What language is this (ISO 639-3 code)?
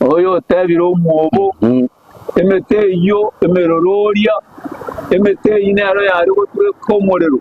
guz